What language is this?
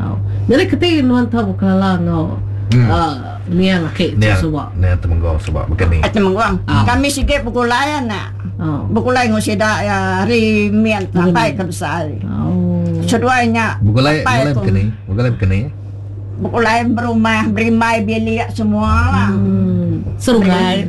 Iban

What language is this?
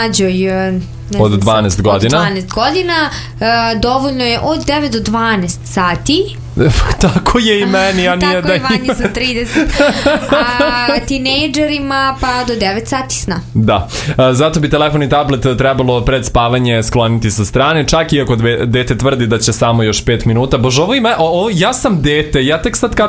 Serbian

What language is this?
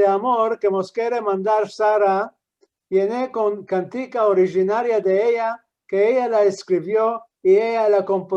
Ladino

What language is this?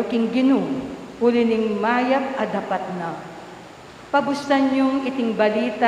Pampanga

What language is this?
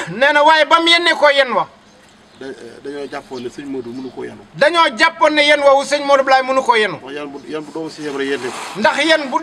Wolof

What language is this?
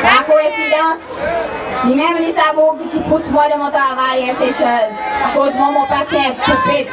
Seselwa Creole French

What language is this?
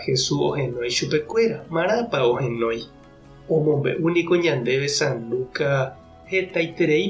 Guarani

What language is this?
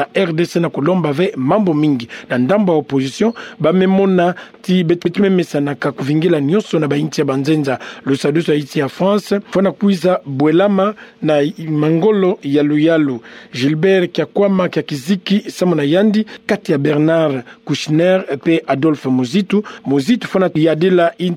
Kituba (Democratic Republic of Congo)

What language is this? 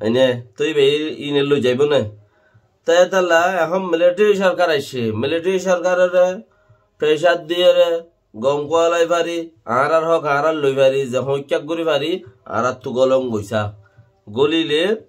Rohingya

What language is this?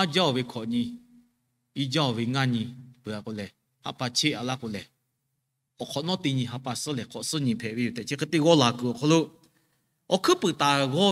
Lahu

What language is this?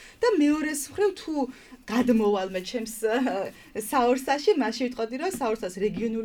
Georgian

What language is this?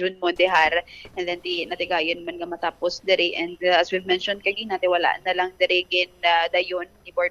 Hiligaynon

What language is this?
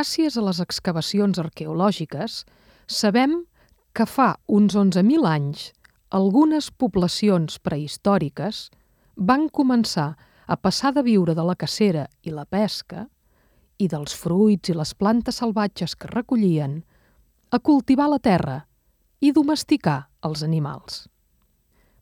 Catalan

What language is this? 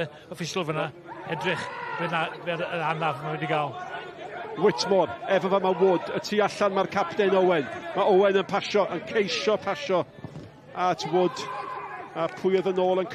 Welsh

